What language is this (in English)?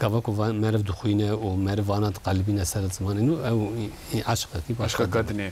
Kurdish